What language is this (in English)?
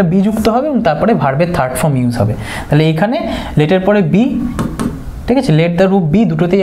Bangla